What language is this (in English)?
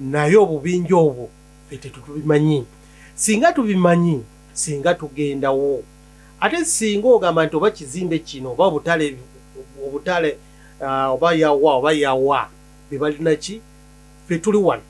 Ganda